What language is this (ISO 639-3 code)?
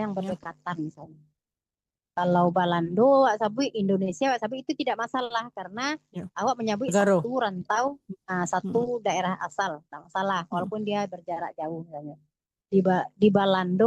min